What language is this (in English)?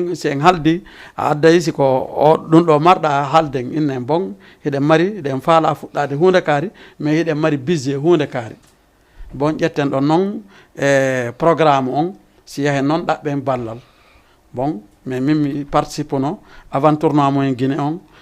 Fula